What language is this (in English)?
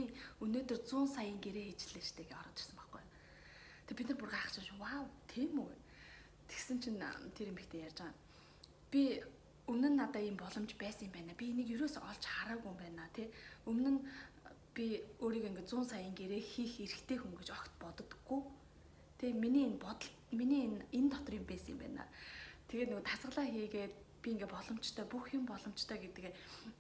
Mongolian